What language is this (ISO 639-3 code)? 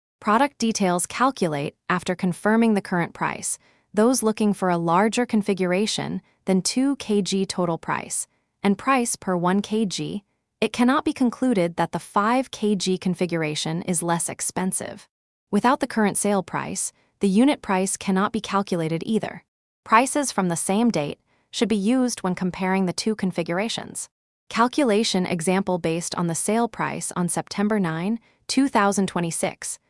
eng